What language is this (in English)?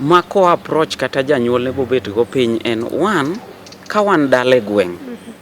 Luo (Kenya and Tanzania)